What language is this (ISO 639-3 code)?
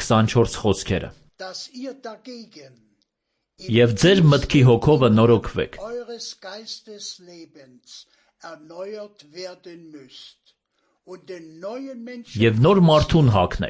hye